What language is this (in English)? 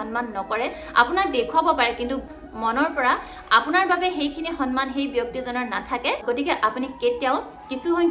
Assamese